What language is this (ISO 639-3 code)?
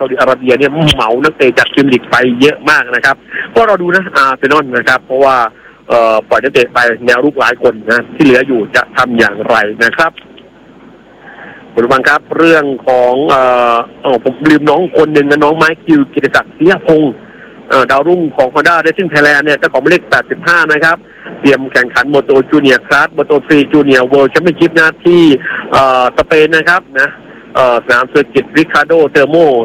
tha